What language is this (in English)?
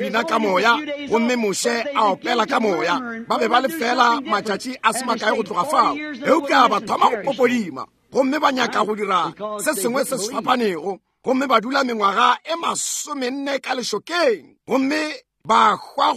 Northern Sotho